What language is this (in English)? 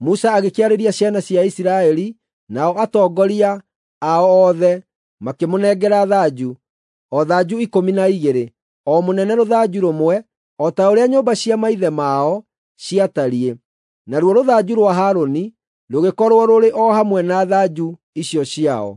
Kikuyu